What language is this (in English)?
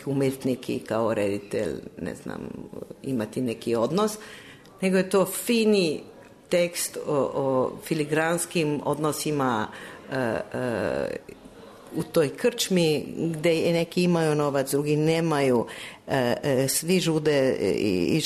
Serbian